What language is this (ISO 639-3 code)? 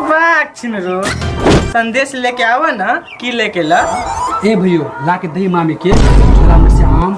mai